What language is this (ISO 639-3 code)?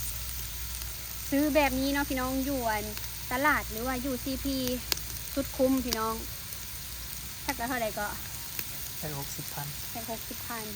lao